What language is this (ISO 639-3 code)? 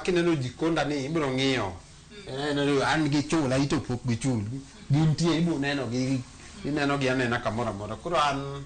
luo